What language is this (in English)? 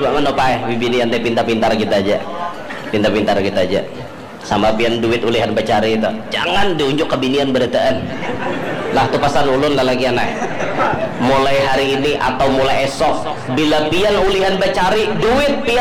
Banjar